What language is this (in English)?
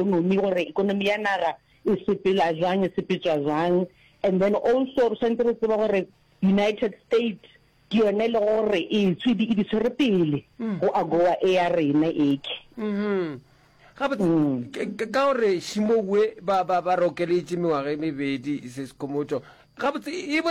Northern Sotho